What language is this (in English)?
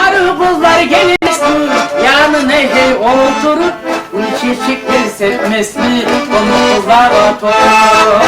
Kumyk